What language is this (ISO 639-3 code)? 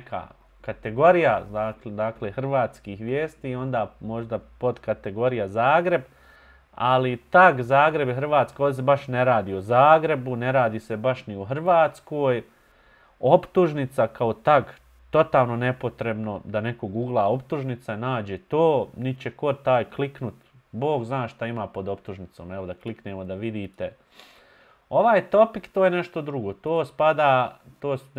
bos